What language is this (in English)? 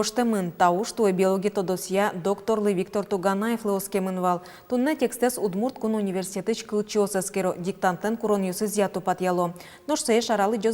Udmurt